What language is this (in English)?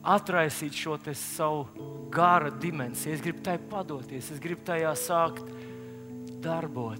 Latvian